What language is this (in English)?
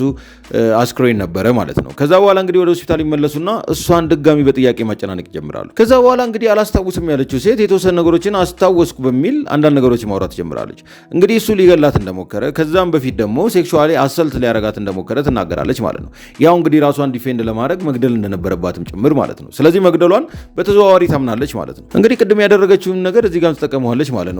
Amharic